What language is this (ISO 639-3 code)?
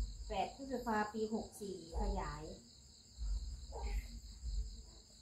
tha